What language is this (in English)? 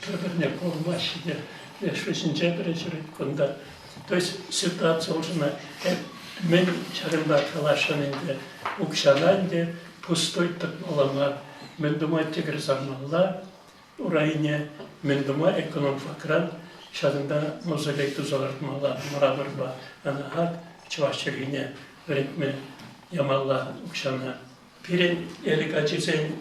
Chuvash